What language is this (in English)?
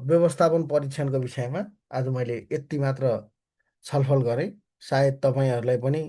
Nepali